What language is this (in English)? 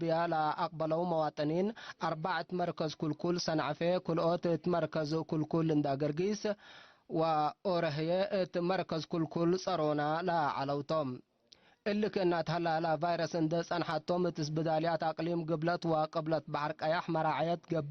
Tigre